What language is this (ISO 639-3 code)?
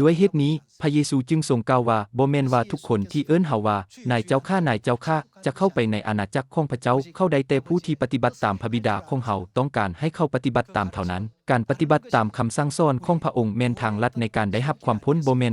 lao